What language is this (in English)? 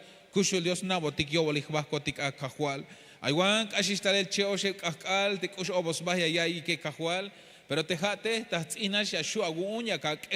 Tzeltal